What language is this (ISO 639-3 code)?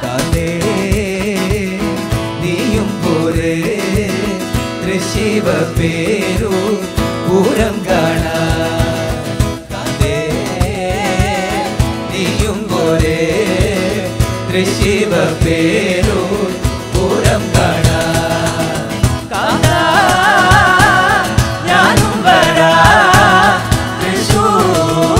mal